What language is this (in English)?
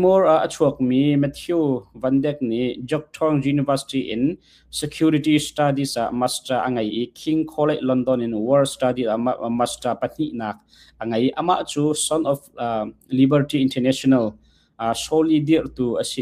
Hakha Chin